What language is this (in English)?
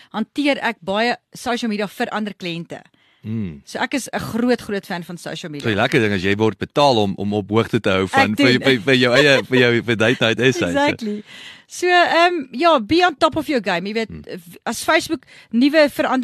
Afrikaans